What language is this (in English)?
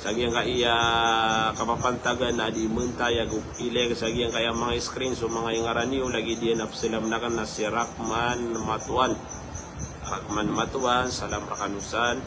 Maranao